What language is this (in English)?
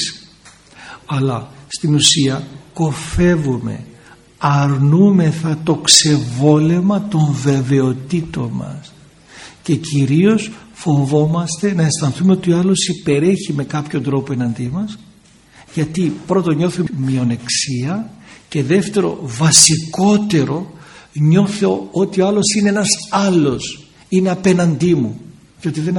Greek